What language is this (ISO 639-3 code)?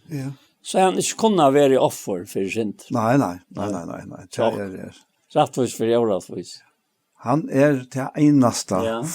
fao